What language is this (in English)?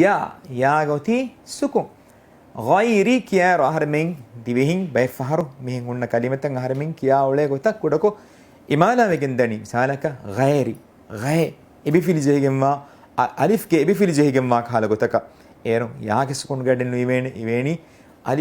Divehi